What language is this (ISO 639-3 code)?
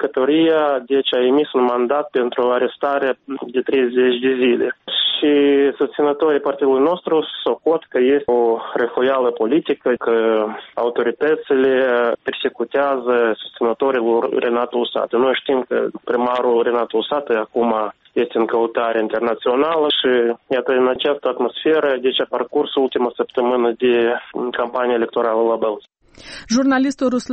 ron